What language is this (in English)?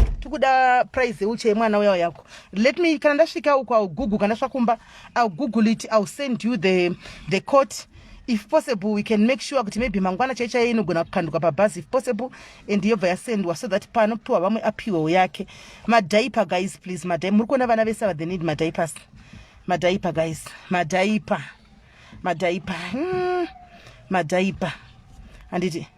Shona